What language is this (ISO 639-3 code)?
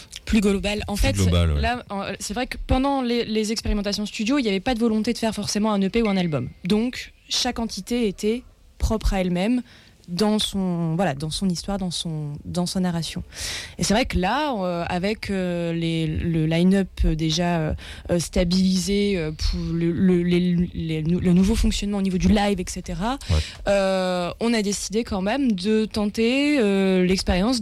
fra